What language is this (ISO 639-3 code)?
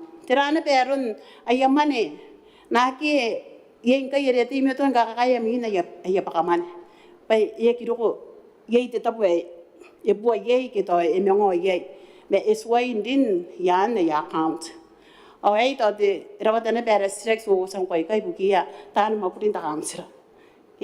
gil